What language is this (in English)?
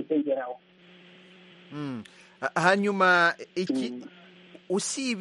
Kinyarwanda